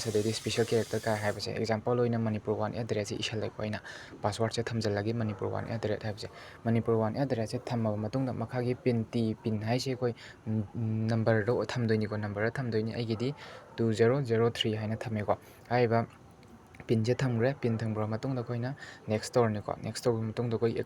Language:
Manipuri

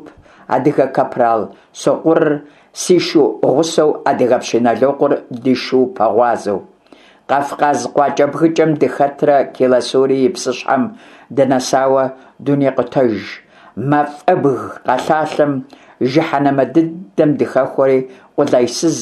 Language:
Kabardian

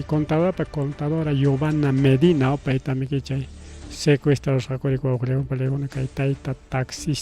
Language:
Ayacucho Quechua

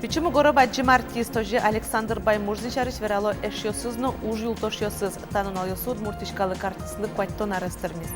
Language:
Udmurt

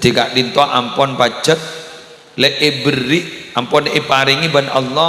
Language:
Madurese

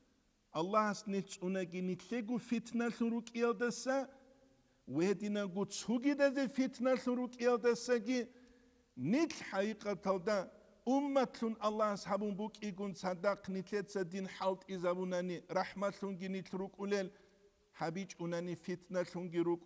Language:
Avaric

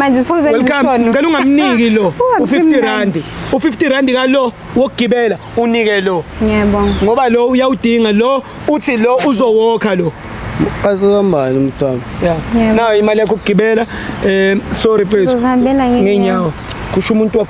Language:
Zulu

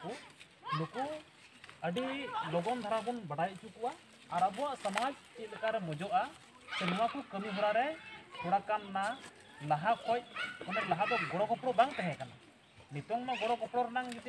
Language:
Santali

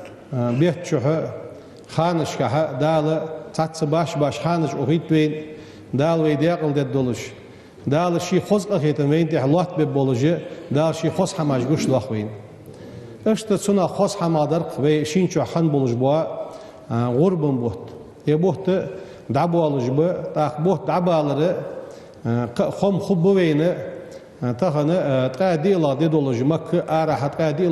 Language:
Ingush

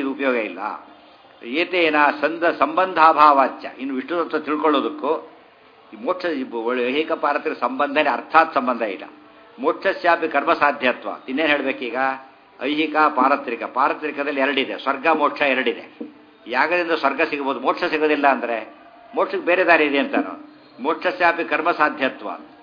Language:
Kannada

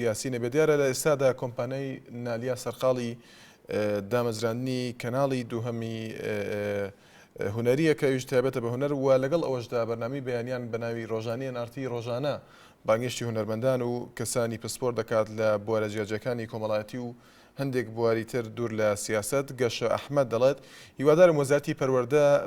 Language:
Central Kurdish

